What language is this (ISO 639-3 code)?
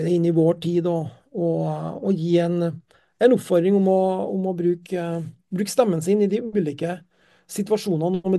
nor